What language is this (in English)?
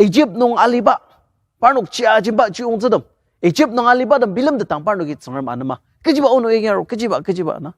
Ao Naga